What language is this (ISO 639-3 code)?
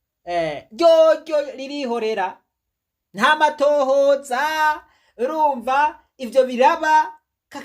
run